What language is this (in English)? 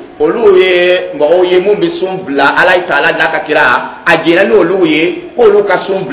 Dyula